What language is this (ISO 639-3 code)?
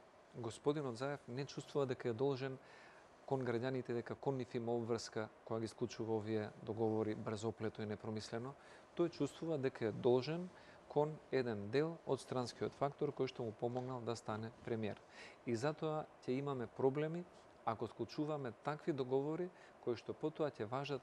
mkd